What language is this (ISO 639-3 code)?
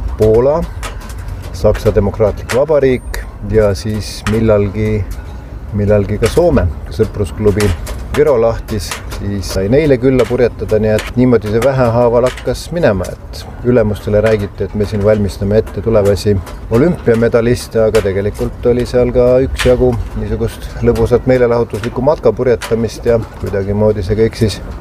est